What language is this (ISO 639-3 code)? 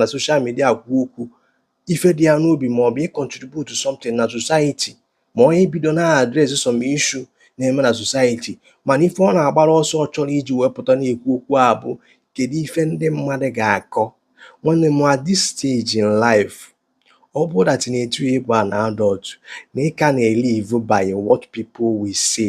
ibo